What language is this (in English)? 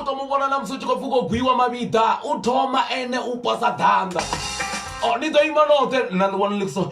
Venda